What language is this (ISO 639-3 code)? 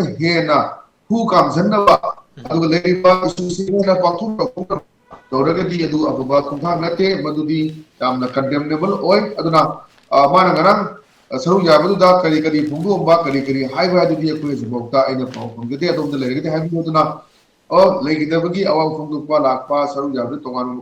mni